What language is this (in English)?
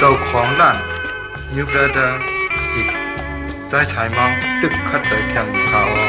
Shan